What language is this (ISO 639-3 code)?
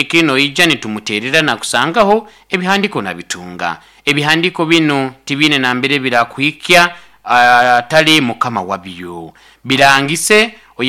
nyo